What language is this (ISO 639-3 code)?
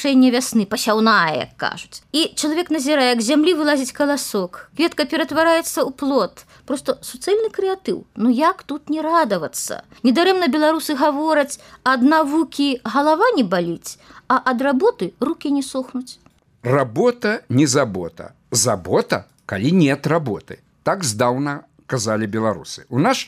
bel